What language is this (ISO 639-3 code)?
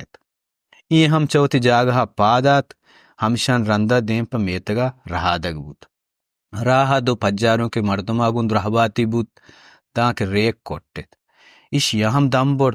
bal